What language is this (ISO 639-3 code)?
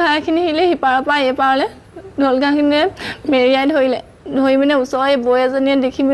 asm